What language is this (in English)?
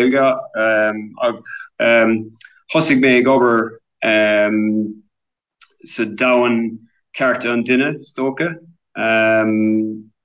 Irish